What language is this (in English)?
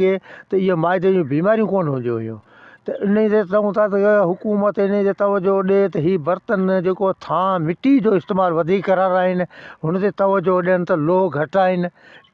Sindhi